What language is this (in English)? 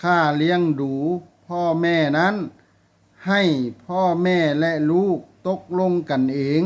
Lao